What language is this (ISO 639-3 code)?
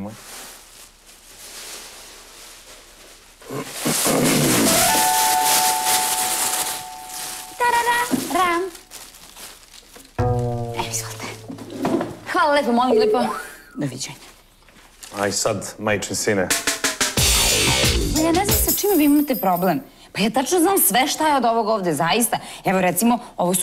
srp